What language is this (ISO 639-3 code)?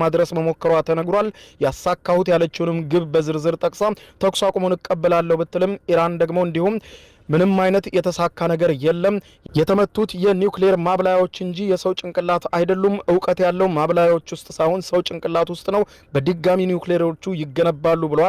amh